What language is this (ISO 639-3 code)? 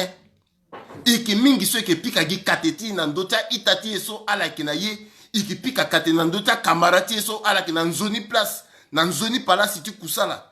sag